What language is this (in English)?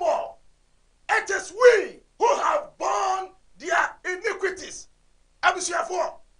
Akan